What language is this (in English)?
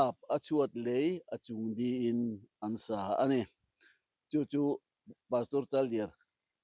Mizo